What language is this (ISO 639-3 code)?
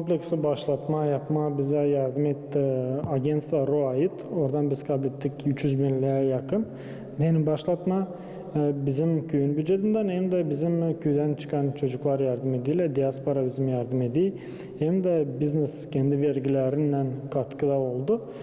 gag